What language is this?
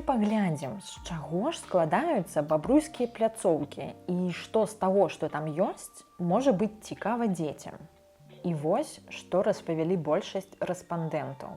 Belarusian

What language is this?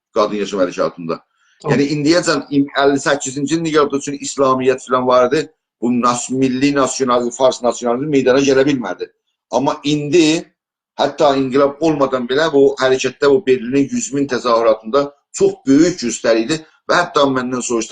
South Azerbaijani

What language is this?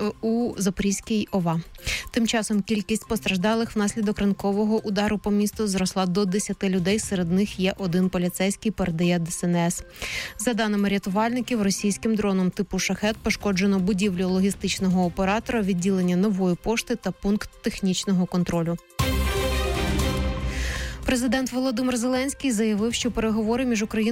Ukrainian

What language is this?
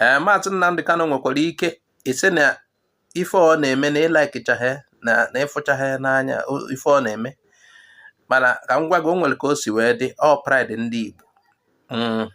Igbo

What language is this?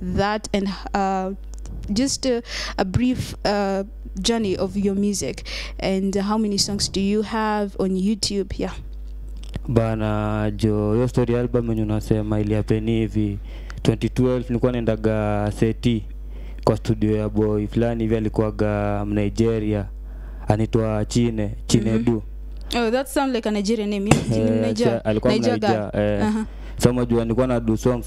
Swahili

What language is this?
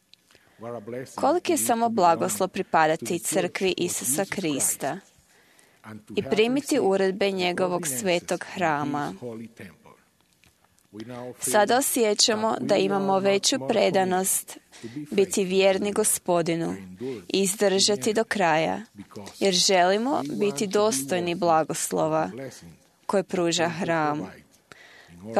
Croatian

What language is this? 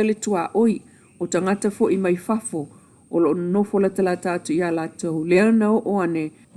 Samoan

